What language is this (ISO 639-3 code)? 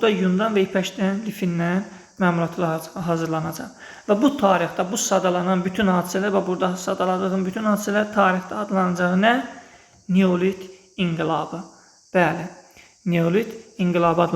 aze